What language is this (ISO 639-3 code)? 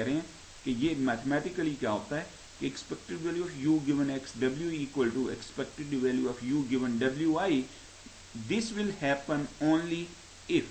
hin